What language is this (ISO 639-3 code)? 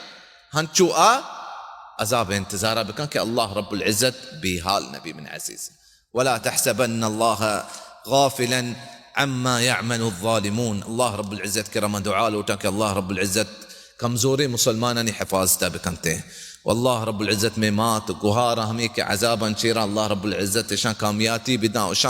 bal